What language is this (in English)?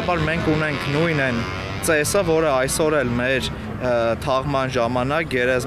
Armenian